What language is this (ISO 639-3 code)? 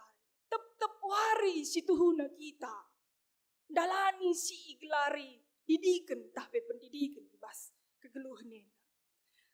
btx